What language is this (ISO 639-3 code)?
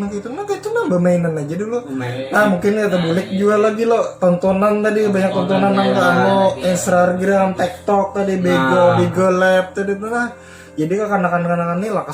bjn